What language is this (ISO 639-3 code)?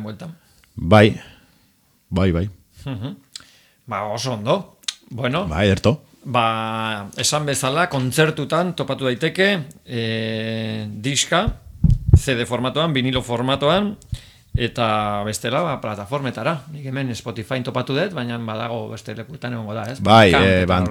eus